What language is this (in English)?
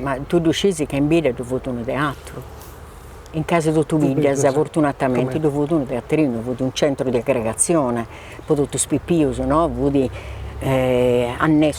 Sardinian